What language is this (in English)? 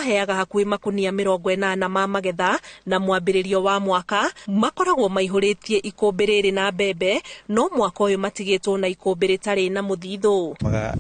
Kikuyu